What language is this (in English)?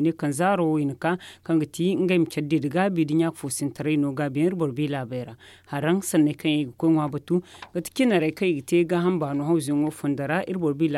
Zarma